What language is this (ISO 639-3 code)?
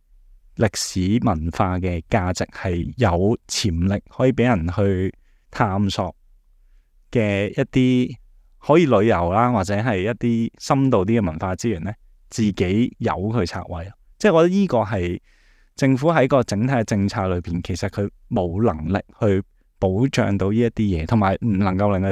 yue